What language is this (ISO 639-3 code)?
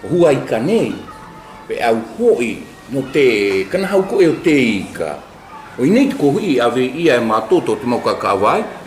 mqm